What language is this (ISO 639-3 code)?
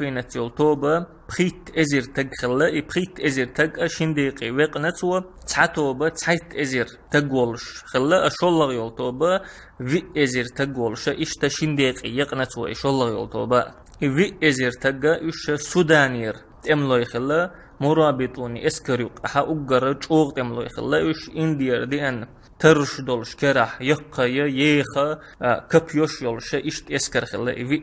che